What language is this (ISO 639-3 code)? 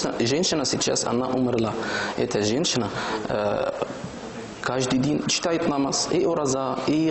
bak